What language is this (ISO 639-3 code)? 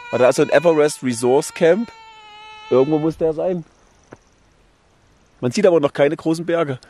deu